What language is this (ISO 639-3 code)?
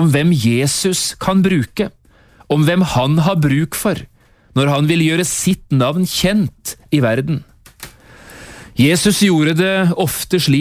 nor